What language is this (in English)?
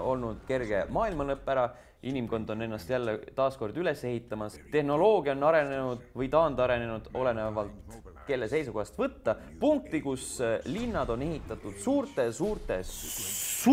Estonian